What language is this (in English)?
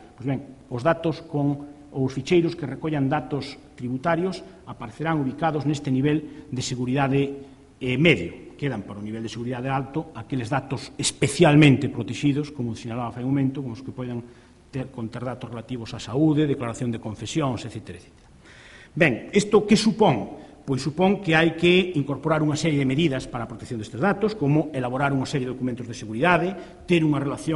Galician